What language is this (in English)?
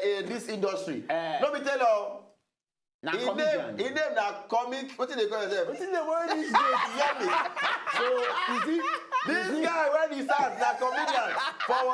Nigerian Pidgin